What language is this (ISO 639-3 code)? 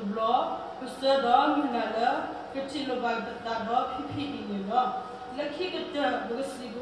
ksw